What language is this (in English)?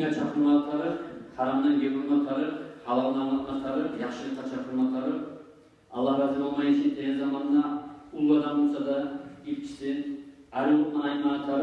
Kumyk